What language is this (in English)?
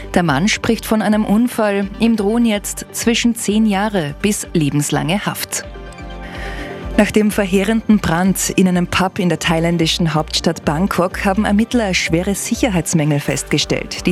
German